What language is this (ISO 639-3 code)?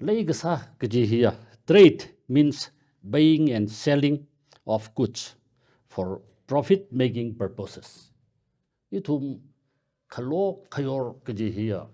nmf